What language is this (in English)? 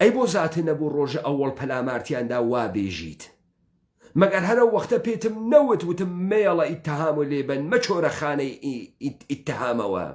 Central Kurdish